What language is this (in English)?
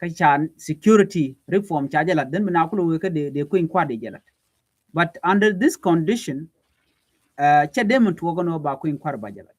Nuer